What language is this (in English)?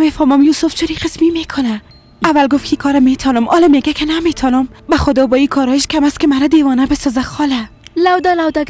Persian